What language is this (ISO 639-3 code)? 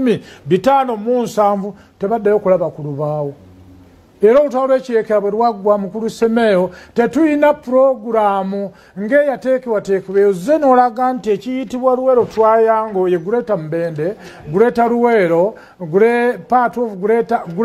lug